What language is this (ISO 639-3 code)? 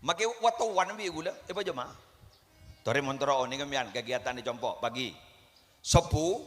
mad